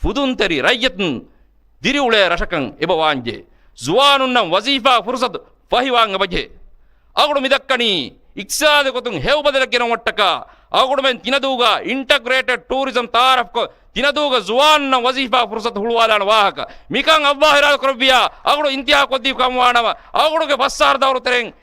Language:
Divehi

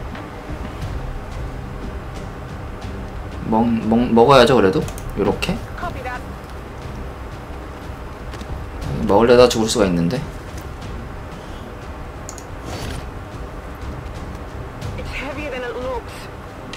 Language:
Korean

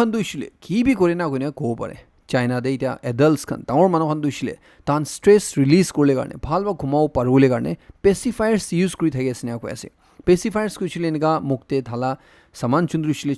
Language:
Naga Pidgin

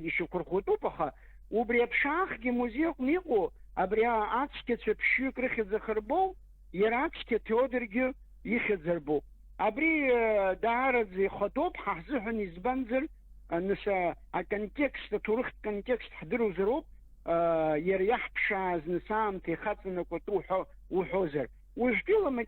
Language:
Abkhazian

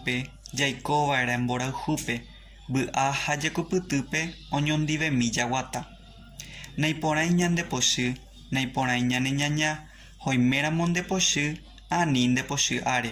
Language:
Guarani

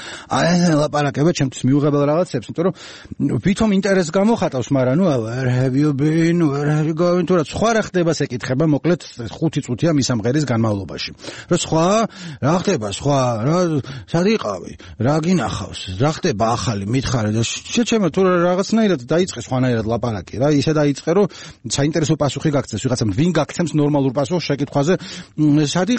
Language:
Georgian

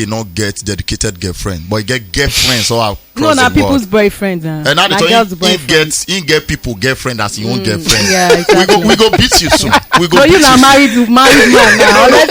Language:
Nigerian Pidgin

